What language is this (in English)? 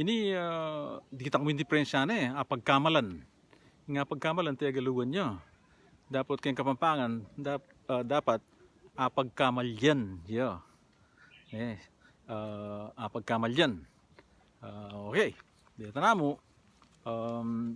Pampanga